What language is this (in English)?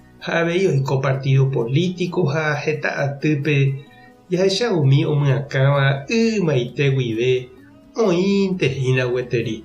Guarani